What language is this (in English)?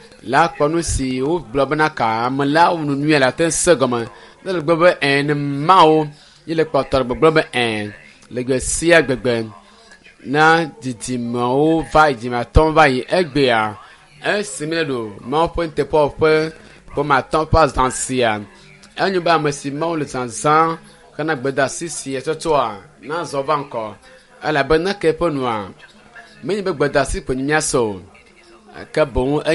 Ewe